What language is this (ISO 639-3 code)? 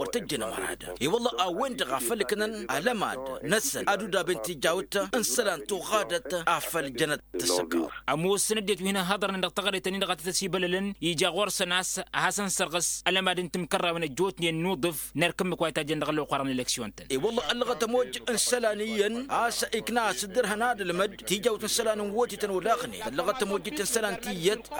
taq